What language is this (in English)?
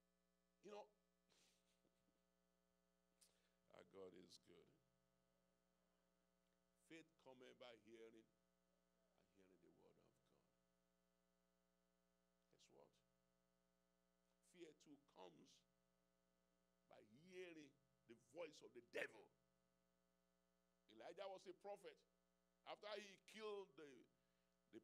English